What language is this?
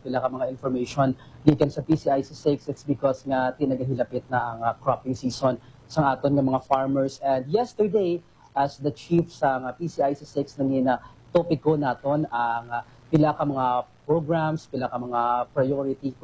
Hiligaynon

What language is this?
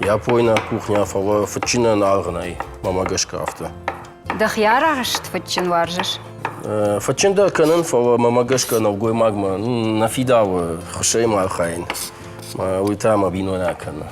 Ossetic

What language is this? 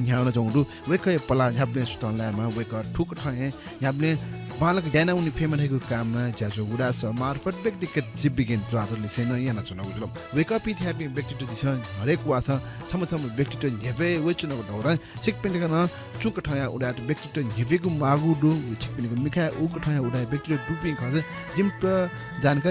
Newari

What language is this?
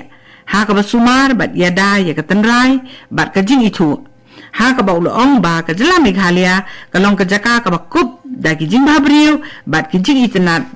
Khasi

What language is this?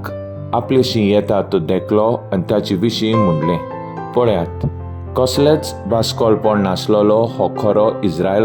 Konkani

